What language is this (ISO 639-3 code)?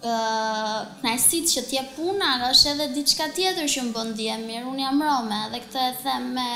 sqi